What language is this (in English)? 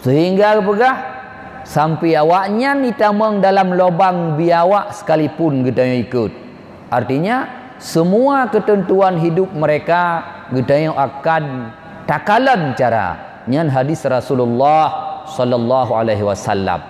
Achinese